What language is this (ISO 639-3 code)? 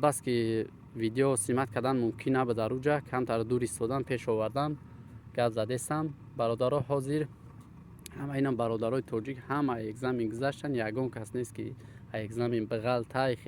tgk